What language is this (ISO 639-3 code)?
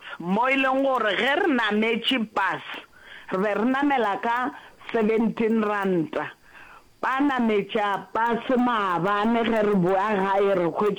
nso